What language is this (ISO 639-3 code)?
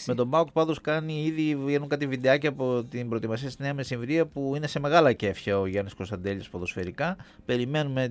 ell